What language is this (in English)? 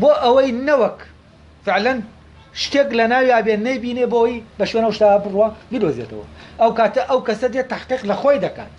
Central Kurdish